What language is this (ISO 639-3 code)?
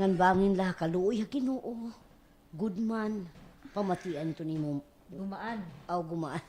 war